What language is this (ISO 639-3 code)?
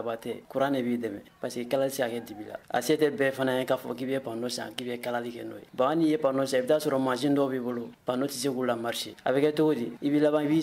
bam